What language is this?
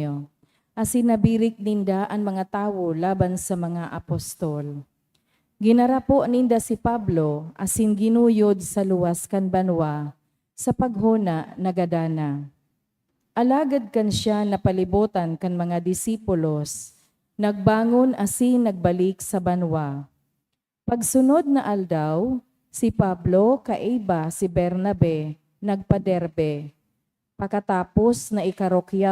Bikol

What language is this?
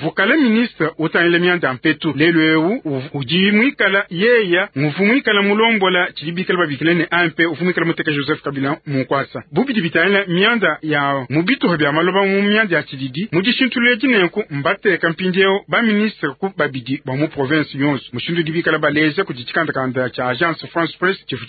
Luba-Lulua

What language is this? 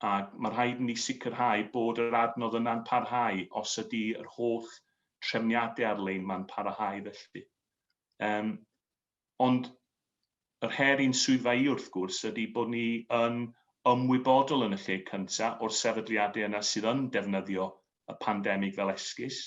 Welsh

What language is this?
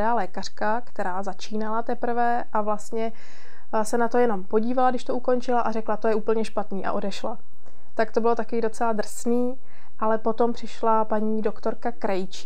Czech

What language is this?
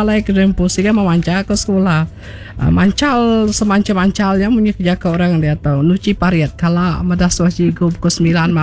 Iban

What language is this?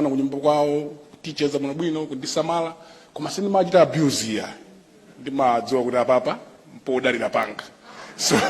Nyanja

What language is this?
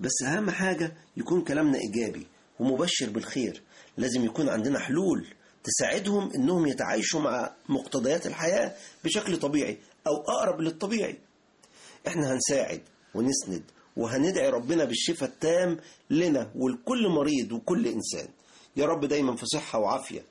Egyptian Arabic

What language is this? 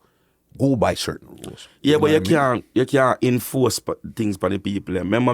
Jamaican Creole English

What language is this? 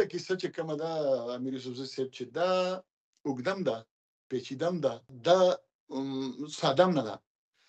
Pashto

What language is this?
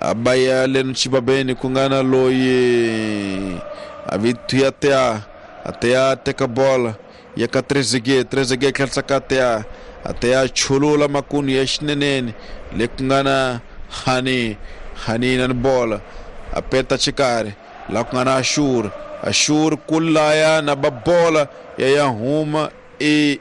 Tsonga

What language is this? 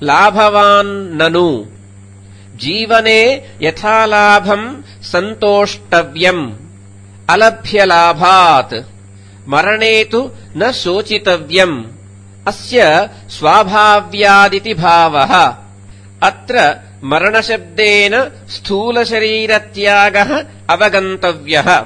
Sanskrit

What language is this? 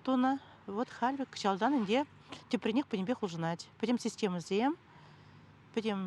Chuvash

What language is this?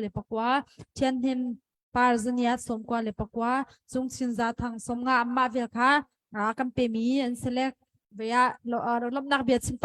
Hakha Chin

